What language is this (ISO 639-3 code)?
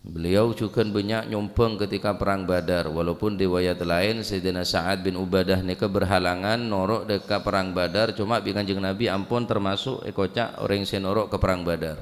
mad